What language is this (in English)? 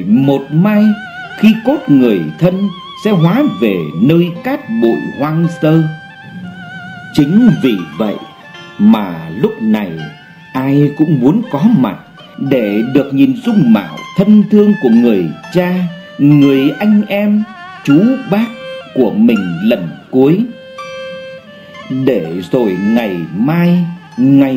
Vietnamese